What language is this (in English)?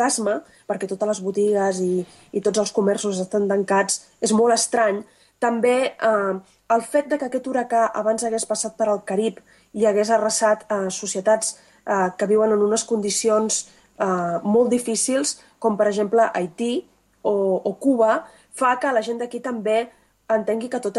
Catalan